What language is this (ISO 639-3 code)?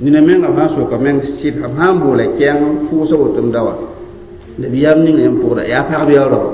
mos